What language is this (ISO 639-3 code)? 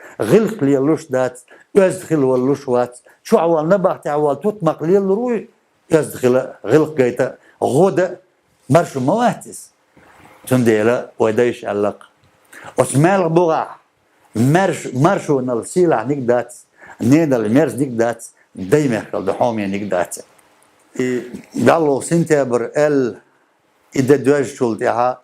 che